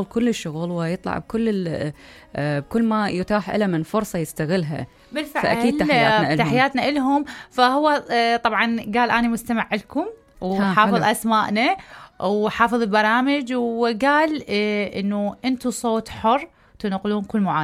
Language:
Mesopotamian Arabic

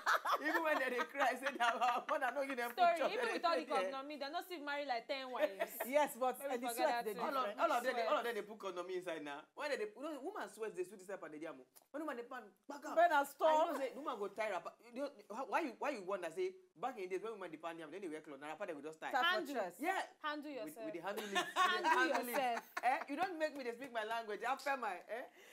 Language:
Nigerian Pidgin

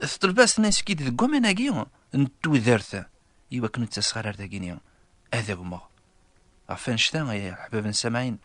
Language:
Kabyle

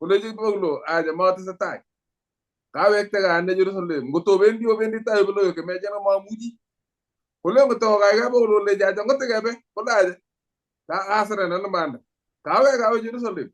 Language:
Kalenjin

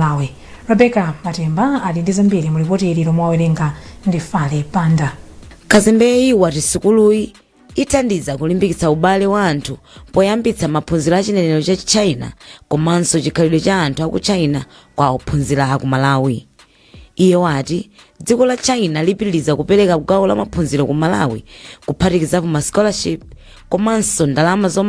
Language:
Nyanja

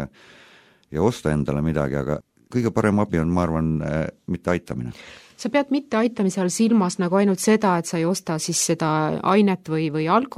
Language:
Estonian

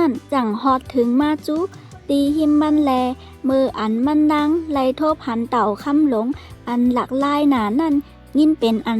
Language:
Shan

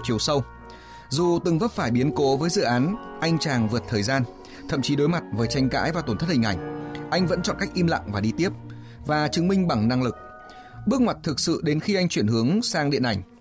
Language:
Vietnamese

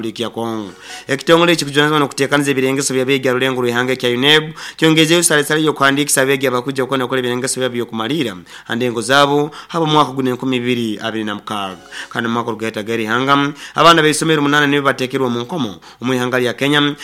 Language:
Nyoro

